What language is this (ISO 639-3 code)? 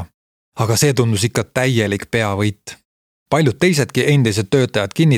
est